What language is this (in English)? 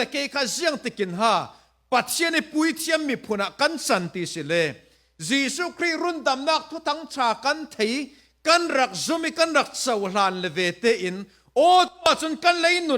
Falam Chin